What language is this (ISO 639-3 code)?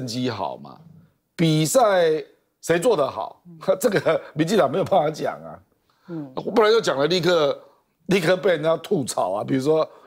zho